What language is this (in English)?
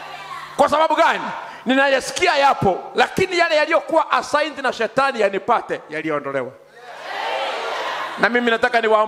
Swahili